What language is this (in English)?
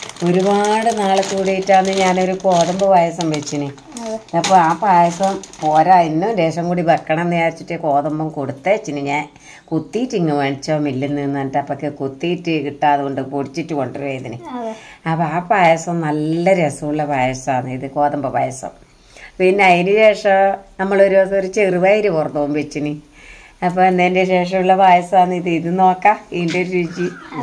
Malayalam